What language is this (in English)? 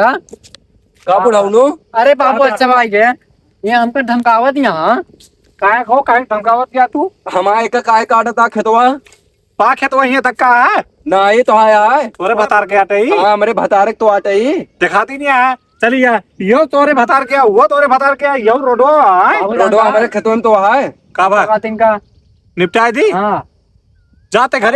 Awadhi